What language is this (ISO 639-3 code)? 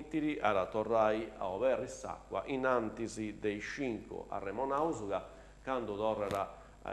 srd